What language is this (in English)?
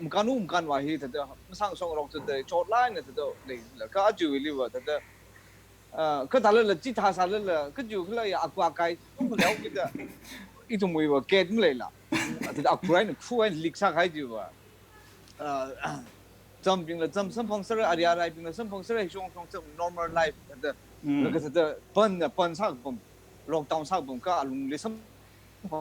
Tangkhul Naga (India)